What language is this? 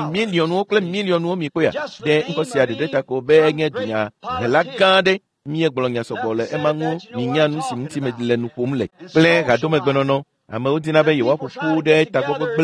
Ewe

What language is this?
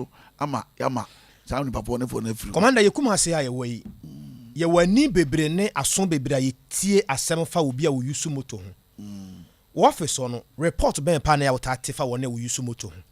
Akan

